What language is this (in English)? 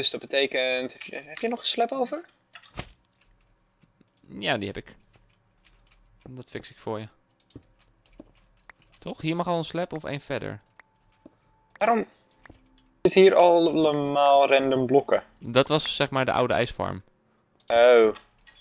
Dutch